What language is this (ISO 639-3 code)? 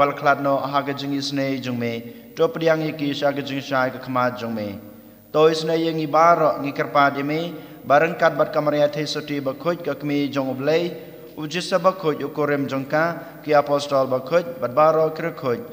kha